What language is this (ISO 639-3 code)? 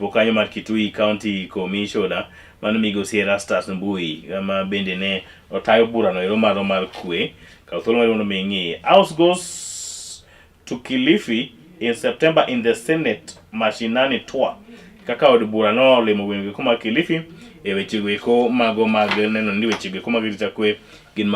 luo